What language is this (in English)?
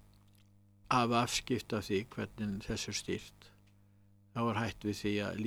Icelandic